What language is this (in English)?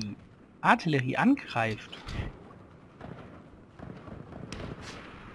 German